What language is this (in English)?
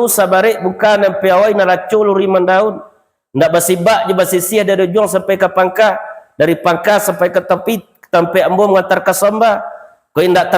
Minangkabau